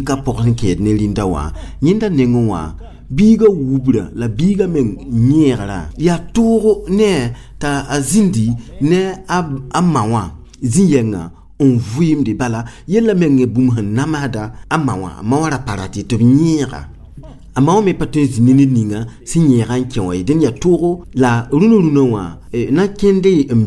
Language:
Mossi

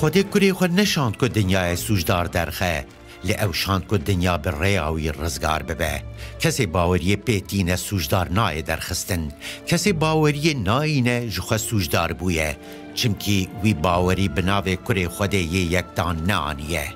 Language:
Kurdish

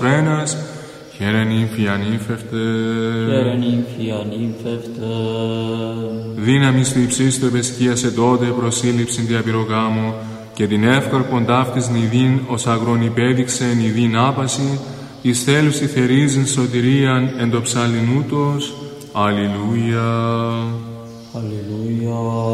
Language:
Greek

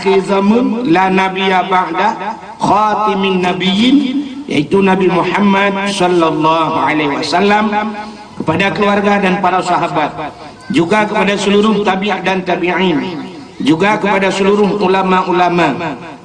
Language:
Achinese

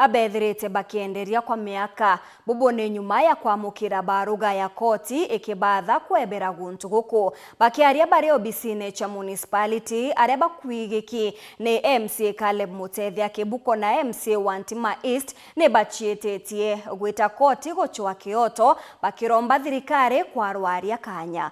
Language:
Meru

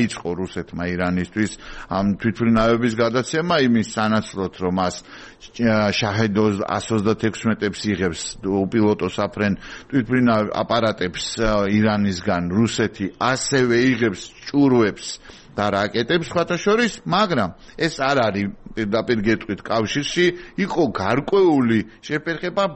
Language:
Georgian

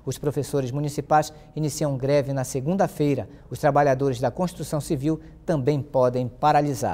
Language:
Portuguese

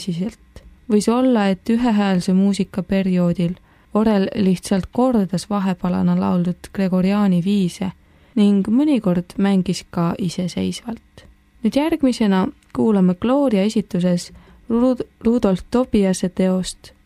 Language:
Estonian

